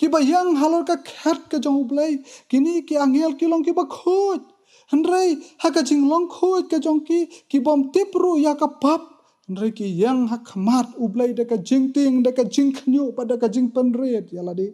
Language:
Khasi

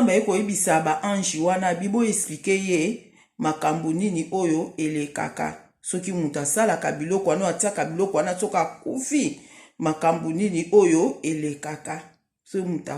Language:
Lingala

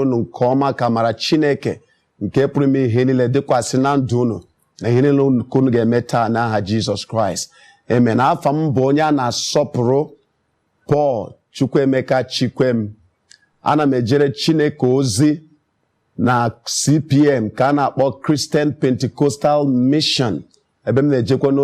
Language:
Igbo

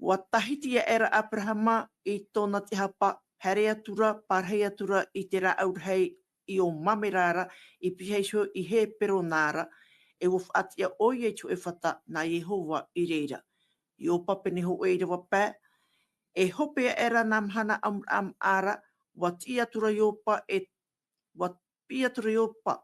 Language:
Tahitian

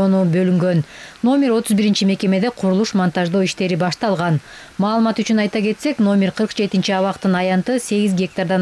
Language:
Kyrgyz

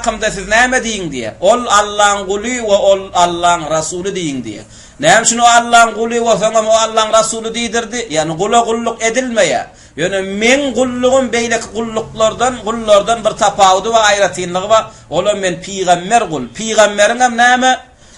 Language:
Turkmen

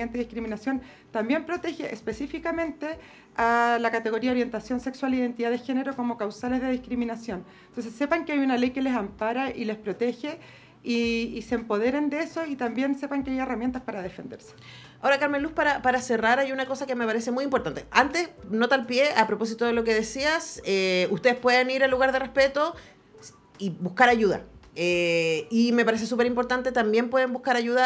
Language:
Spanish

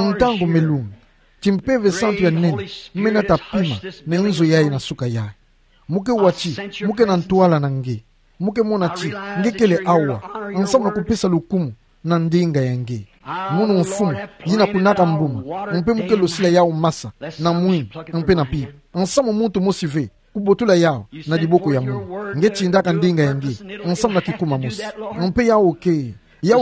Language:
Kituba (Democratic Republic of Congo)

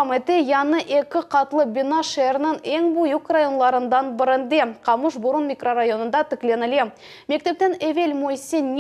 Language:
Crimean Tatar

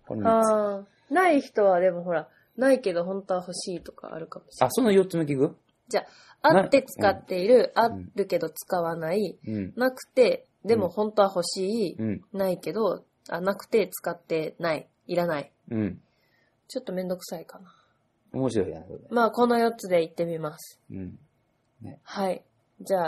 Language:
Japanese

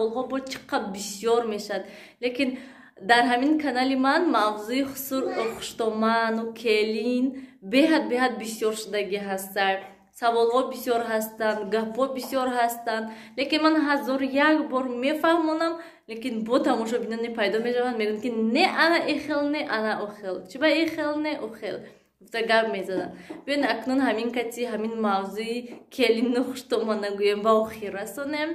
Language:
Tajik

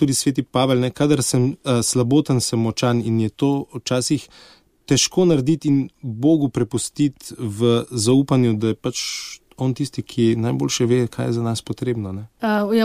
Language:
Slovenian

